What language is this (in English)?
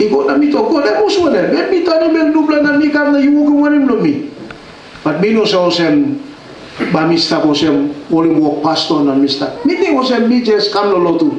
Tok Pisin